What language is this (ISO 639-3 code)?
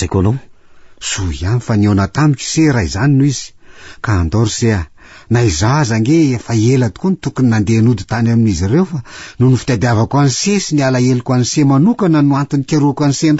mlg